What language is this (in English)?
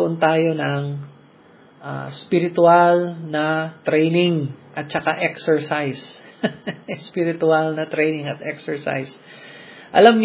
Filipino